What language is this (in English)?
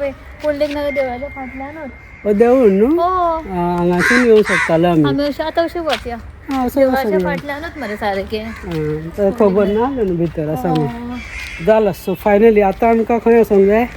Konkani